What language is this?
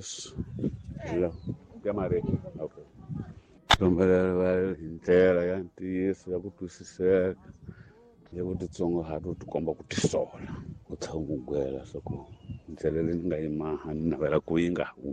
Tsonga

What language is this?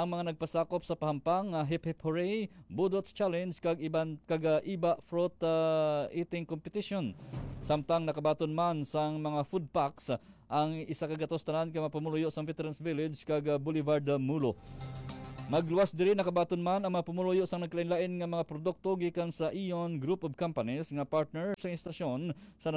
Hiligaynon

